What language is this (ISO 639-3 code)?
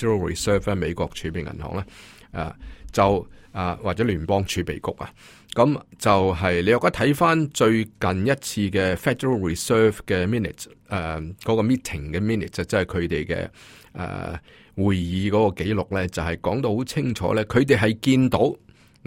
yue